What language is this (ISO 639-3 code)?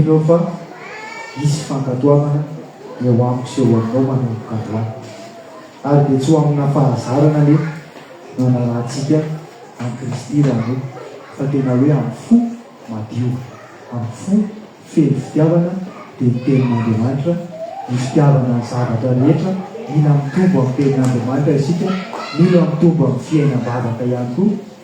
mlg